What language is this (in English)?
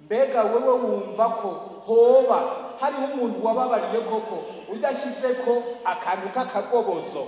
Rundi